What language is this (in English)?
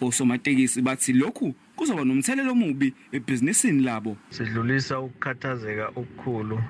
Zulu